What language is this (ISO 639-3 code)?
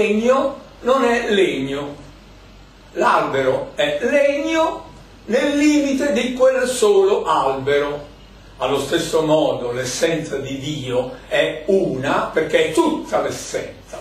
ita